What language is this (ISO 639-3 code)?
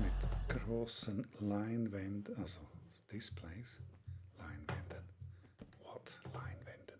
gsw